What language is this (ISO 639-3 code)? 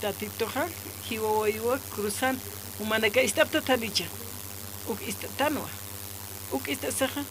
aym